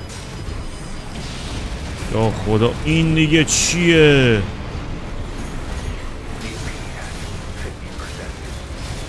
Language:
Persian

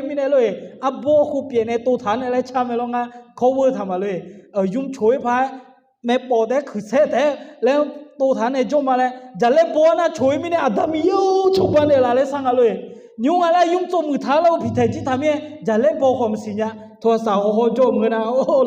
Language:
Akha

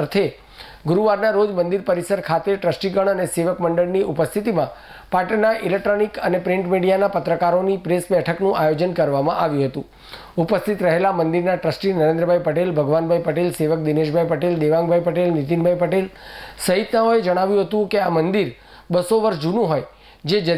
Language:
Gujarati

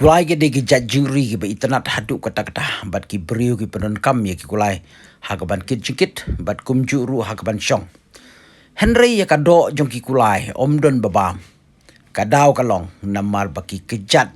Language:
Khasi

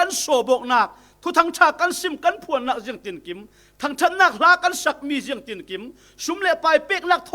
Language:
Falam Chin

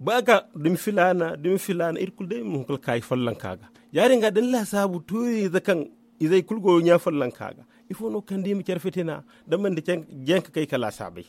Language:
Zarma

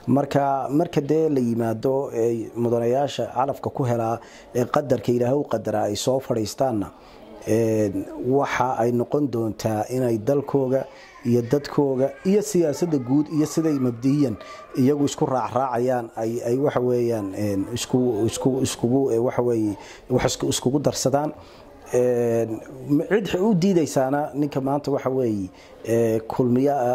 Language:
Somali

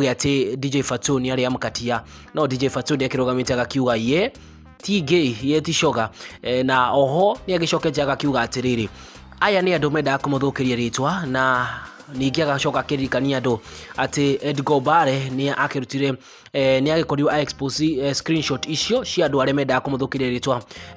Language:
Kikuyu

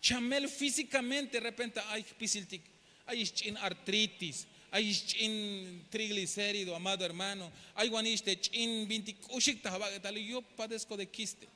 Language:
Tzeltal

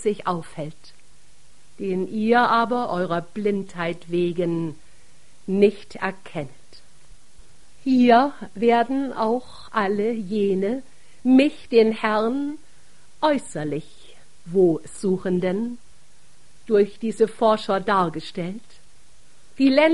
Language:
German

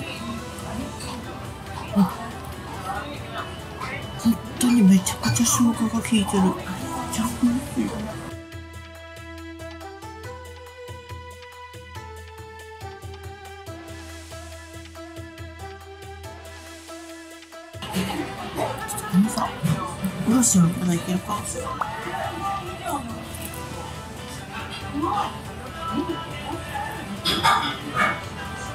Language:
Japanese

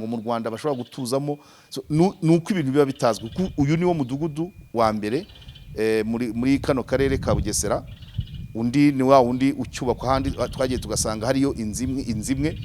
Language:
Kinyarwanda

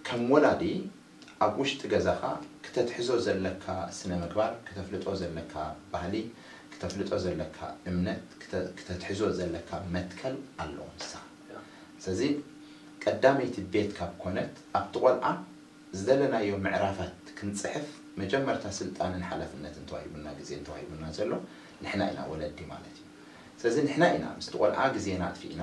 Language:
Tigrinya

